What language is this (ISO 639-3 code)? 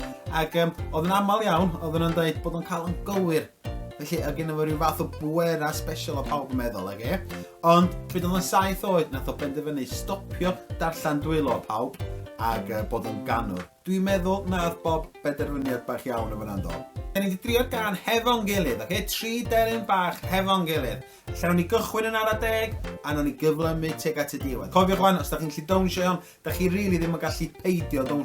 cym